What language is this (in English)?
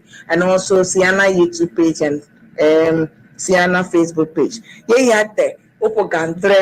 Ewe